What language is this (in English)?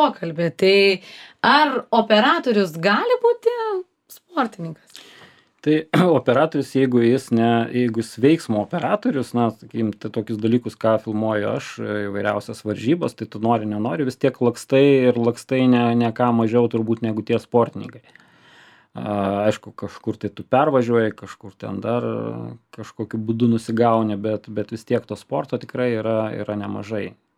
Lithuanian